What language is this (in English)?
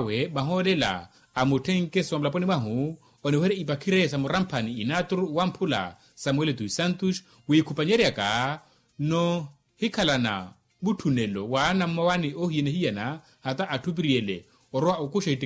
Makhuwa